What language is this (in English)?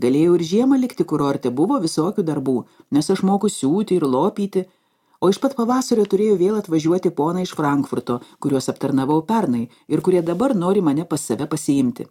Lithuanian